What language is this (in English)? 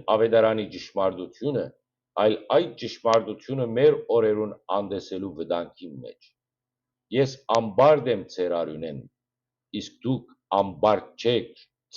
Western Armenian